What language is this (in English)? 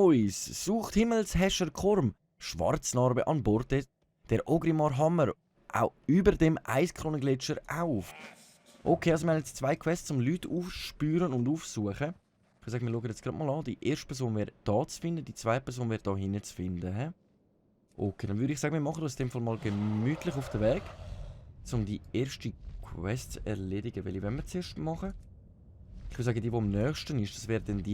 Swiss German